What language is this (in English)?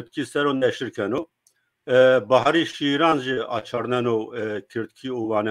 Zaza